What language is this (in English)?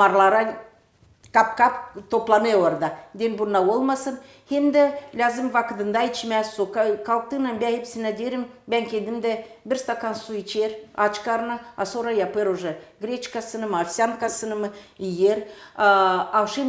Gagauz